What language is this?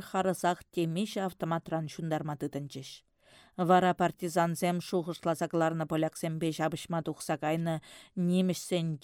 Chuvash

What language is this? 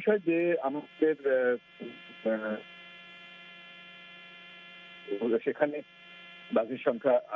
Bangla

